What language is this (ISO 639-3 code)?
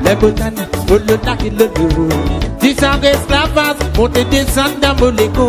rcf